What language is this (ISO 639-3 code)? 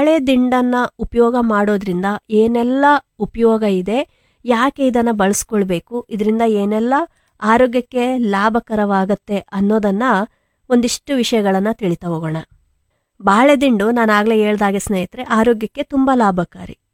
kan